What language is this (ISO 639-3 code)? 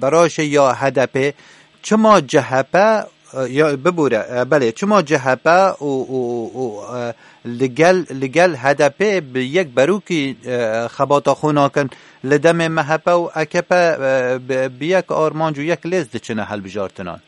kur